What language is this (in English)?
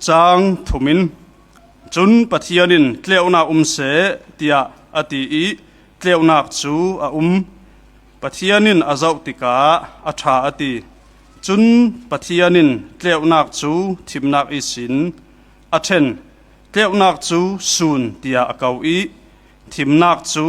Falam Chin